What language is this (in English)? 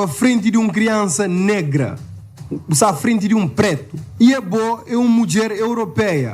Kabuverdianu